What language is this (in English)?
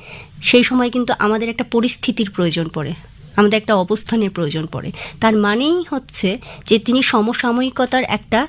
Bangla